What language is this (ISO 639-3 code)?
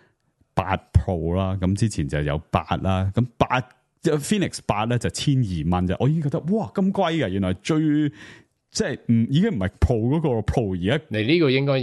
yue